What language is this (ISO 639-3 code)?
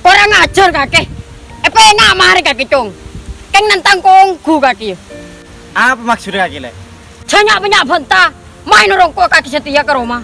mad